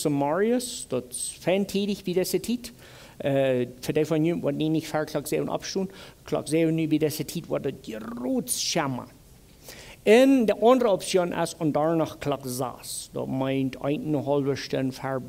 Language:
Plautdietsch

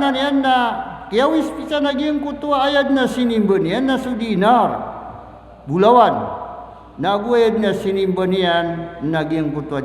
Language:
Maranao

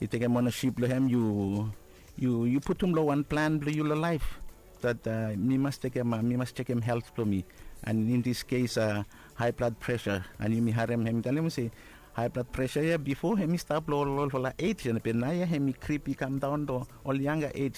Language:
Bislama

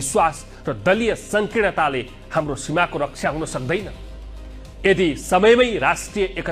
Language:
Nepali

